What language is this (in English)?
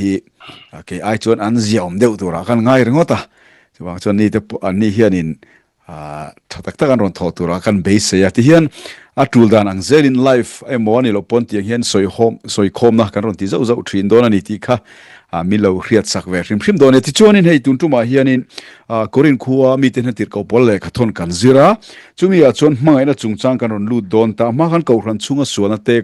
Mizo